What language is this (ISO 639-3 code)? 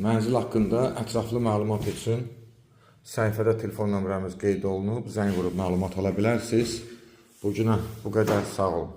aze